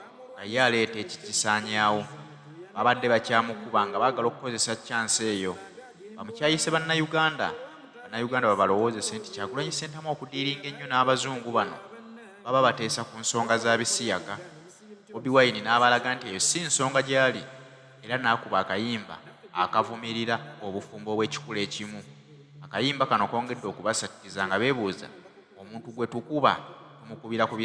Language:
Ganda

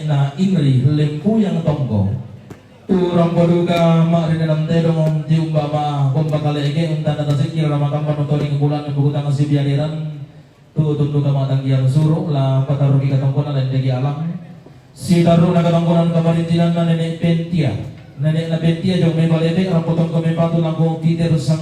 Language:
Toraja-Sa'dan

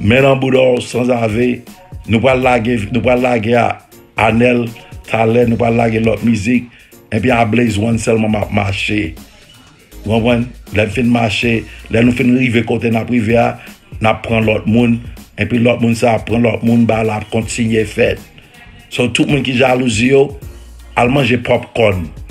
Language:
Haitian Creole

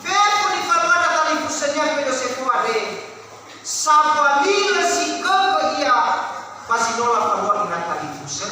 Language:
Nias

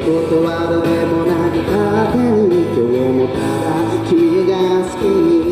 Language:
Japanese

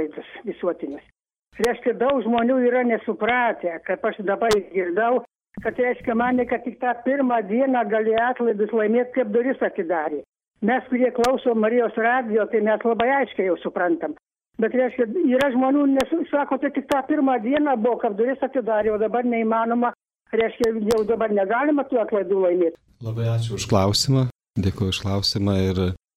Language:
Lithuanian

